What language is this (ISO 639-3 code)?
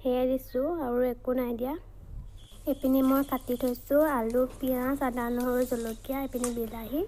asm